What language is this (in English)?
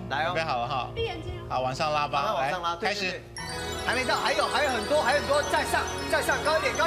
Chinese